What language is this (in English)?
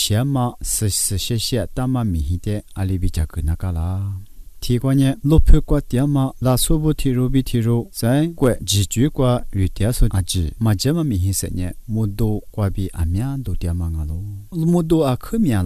Lisu